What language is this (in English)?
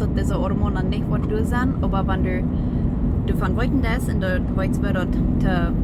Plautdietsch